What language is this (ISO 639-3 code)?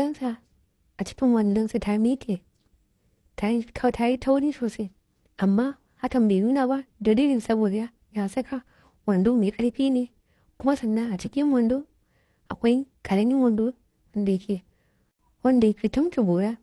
hau